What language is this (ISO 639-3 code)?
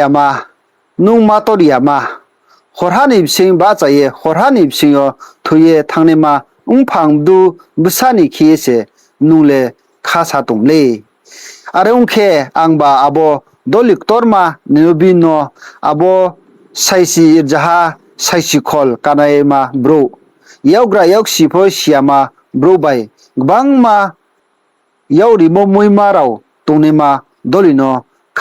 ria